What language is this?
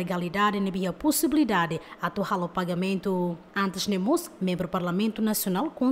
Tetum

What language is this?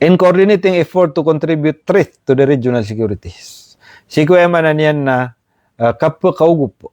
Maranao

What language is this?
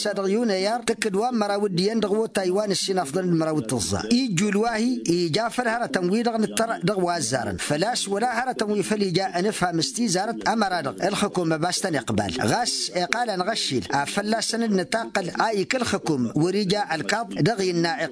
Tamasheq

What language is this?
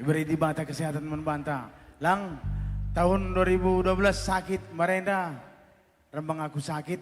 Batak Karo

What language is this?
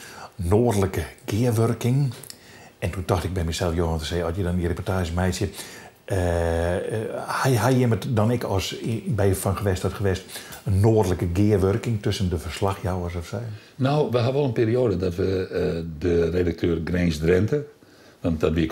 Western Frisian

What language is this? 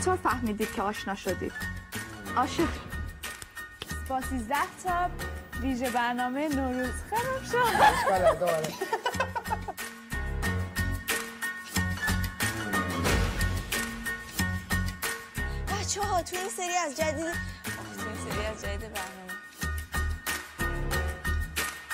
Persian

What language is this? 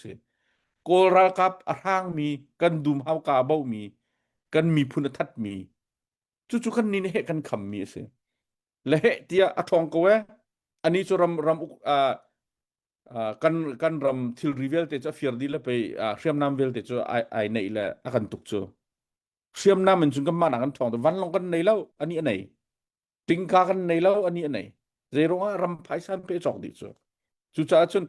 Hakha Chin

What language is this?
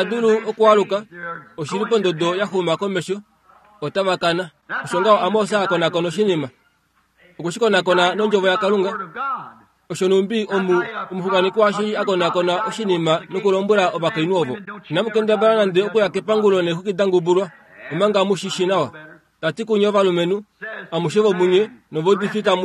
Kuanyama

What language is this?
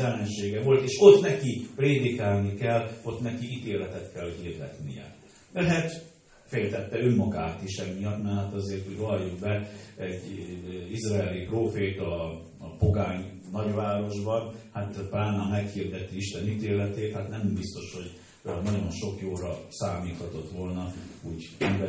Hungarian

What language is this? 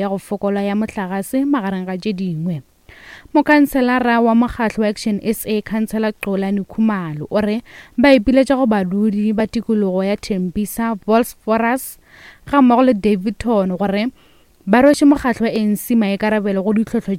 Northern Sotho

